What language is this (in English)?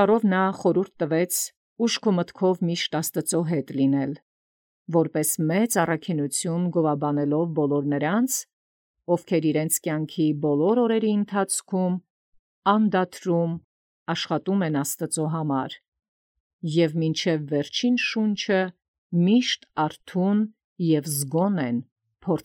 Armenian